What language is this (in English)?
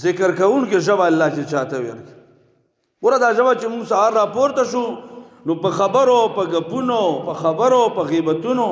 Pashto